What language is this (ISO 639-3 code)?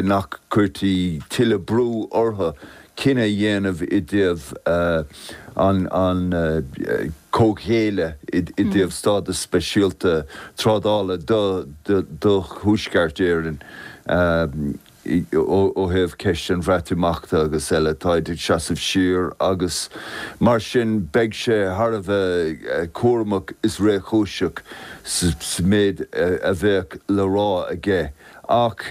gle